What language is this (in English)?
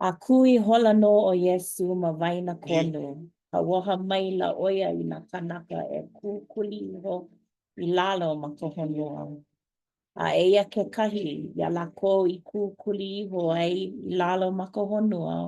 Hawaiian